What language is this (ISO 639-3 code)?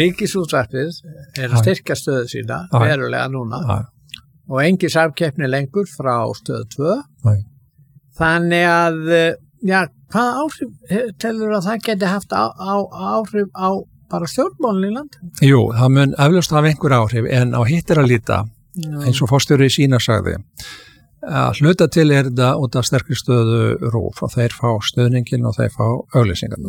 isl